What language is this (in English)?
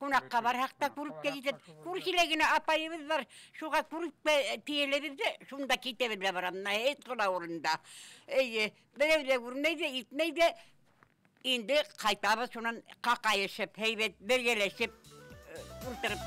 Bashkir